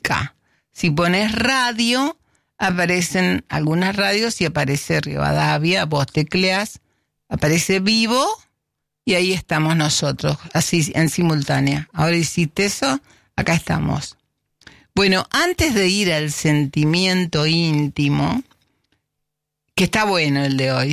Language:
Spanish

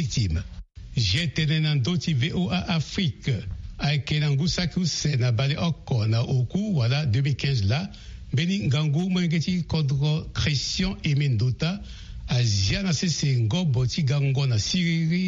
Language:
Sango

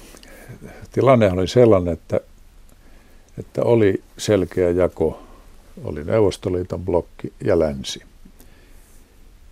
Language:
Finnish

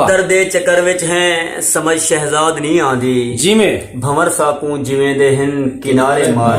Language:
Saraiki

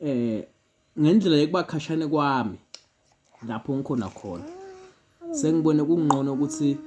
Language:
Zulu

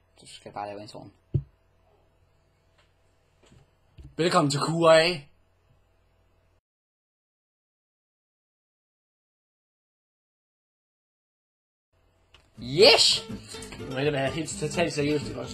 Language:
Danish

